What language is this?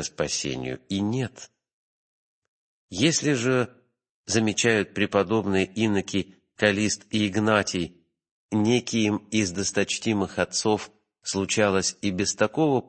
Russian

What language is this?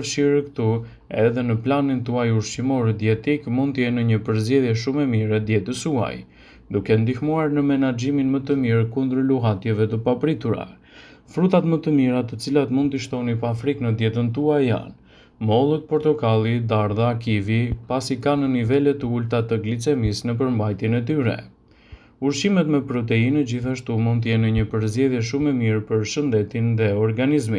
Albanian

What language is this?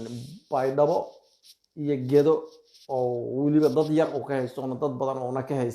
Somali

